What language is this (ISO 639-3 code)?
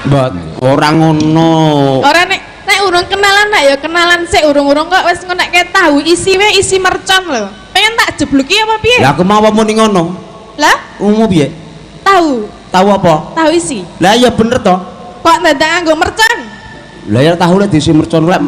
jav